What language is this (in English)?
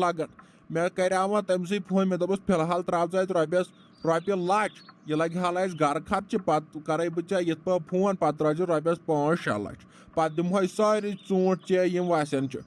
Kashmiri